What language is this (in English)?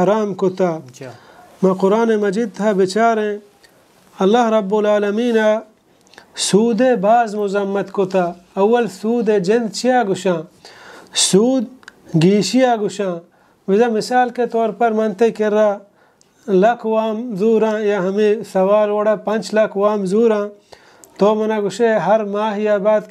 Baluchi